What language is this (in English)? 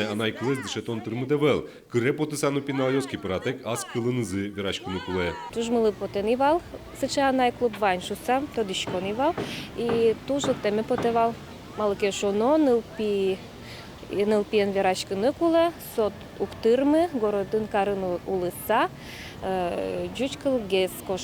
Udmurt